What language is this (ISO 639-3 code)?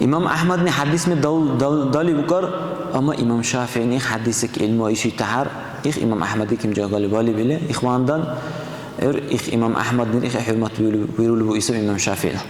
dar